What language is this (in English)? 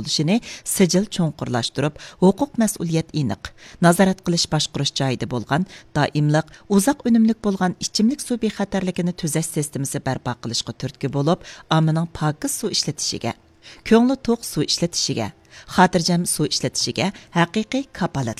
Uyghur